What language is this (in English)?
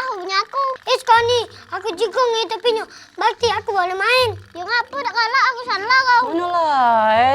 Musi